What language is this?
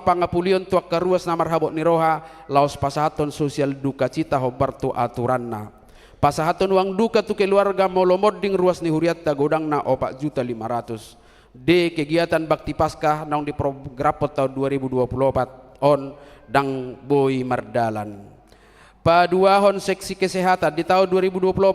Batak Toba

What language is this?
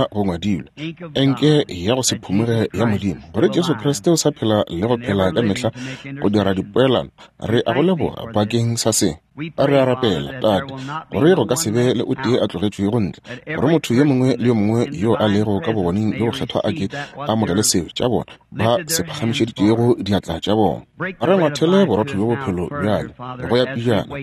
Northern Sotho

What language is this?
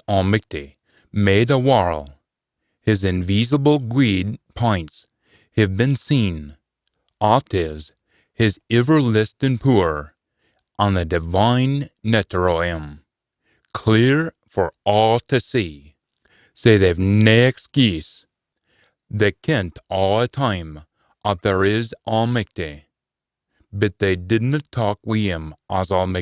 Scots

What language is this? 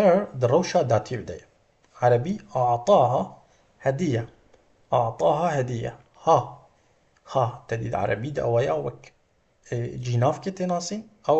Kurdish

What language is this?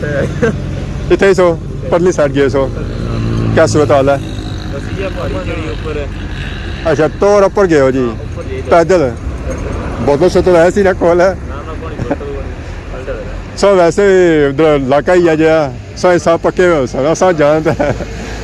Pahari-Potwari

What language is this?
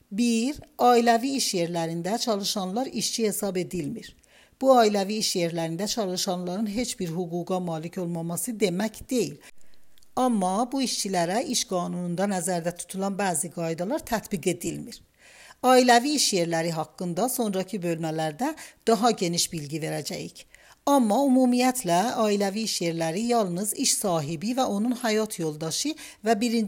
Azerbaijani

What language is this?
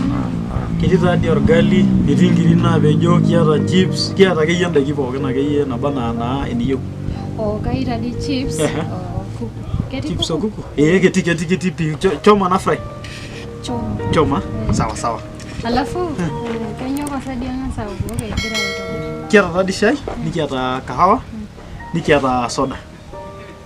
Masai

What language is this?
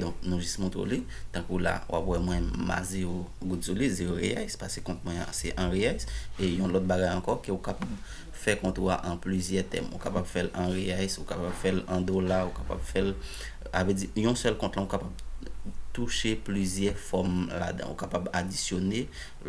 Haitian Creole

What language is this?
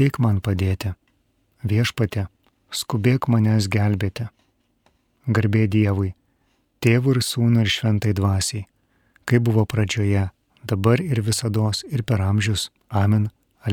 Lithuanian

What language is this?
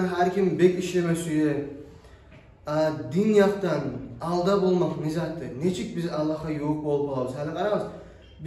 Kumyk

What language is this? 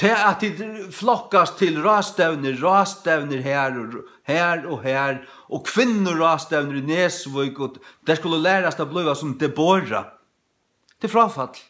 Faroese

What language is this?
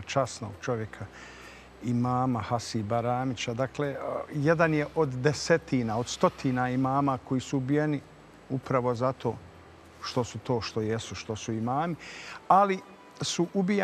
Bosnian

